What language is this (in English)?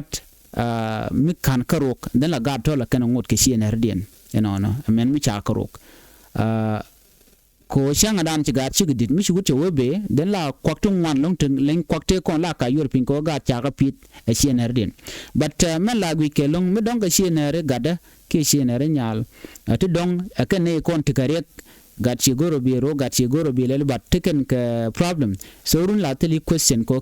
Nuer